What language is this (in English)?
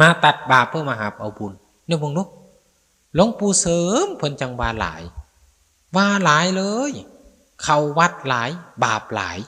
Northeastern Thai